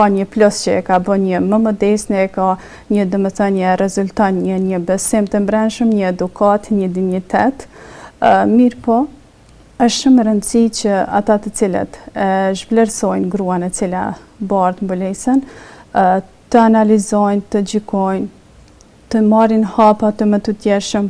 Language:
Albanian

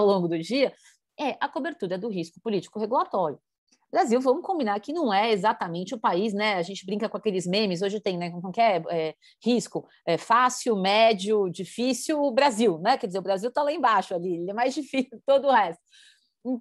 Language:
Portuguese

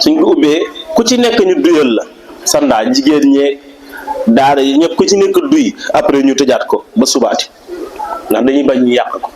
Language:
Wolof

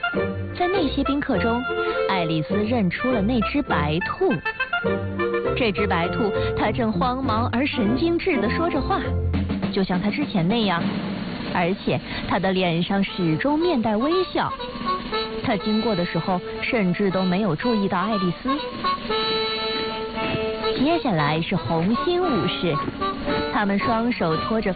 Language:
Chinese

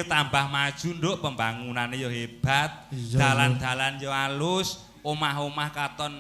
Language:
Javanese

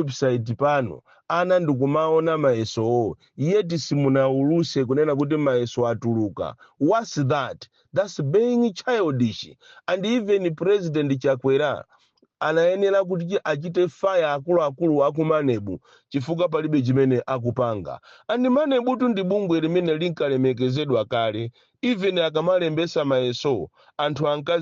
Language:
Nyanja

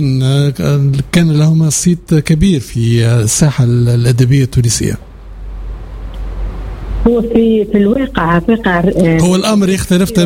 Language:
Tunisian Arabic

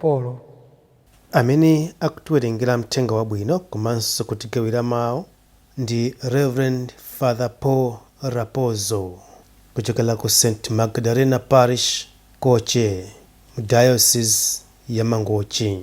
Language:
Nyanja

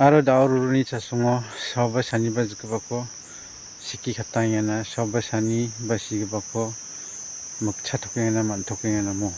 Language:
Garo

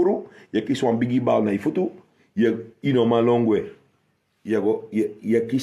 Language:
Sranan Tongo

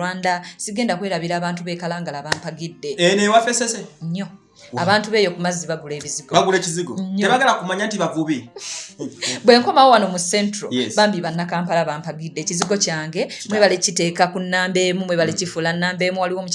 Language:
Ganda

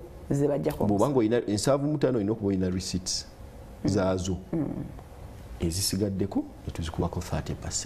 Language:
Ganda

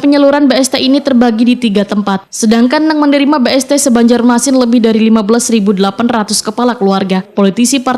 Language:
Banjar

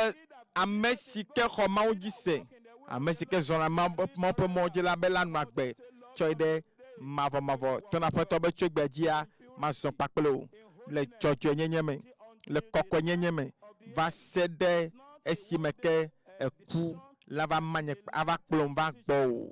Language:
Ewe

